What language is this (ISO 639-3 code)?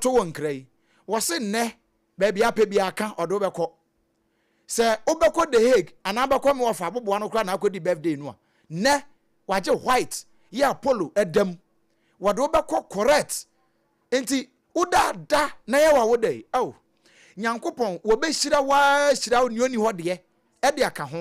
aka